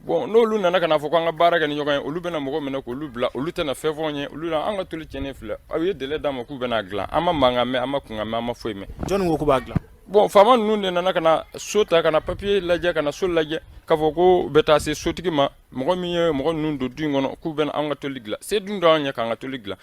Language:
Bambara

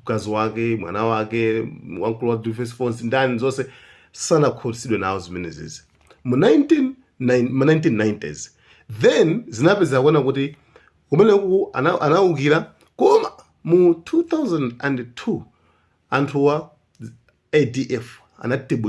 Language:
Nyanja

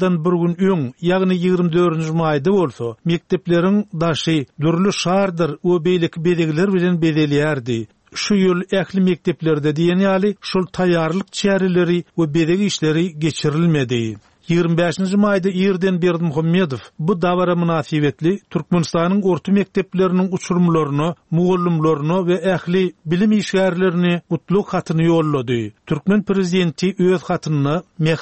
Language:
Turkmen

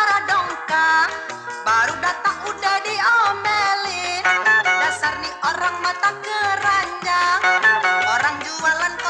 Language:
Minangkabau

